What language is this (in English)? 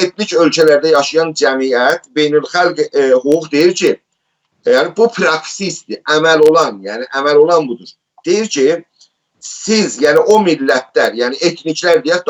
South Azerbaijani